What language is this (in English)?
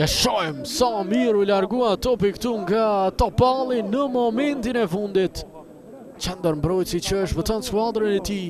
Albanian